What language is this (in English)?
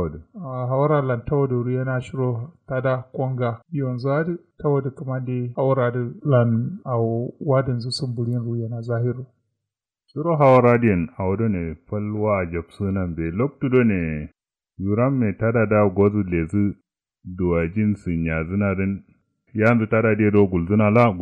Kanuri